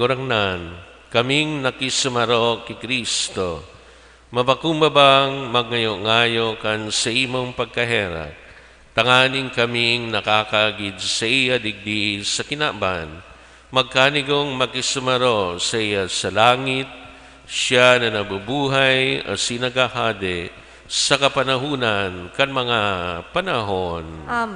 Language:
Bikol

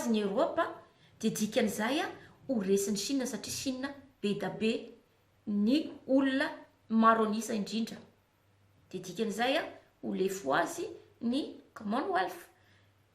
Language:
Malagasy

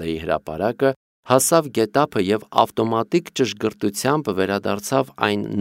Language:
Armenian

